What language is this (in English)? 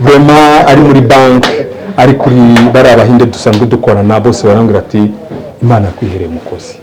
Kinyarwanda